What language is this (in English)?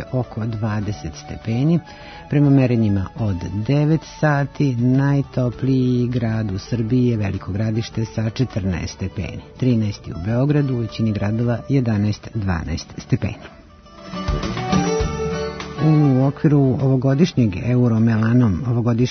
Serbian